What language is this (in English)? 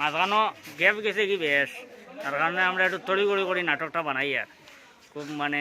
Sylheti